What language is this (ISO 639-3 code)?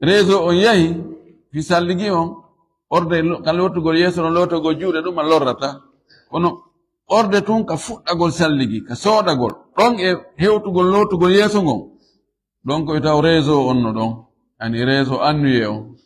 ful